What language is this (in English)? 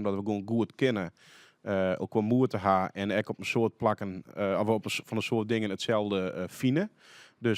Western Frisian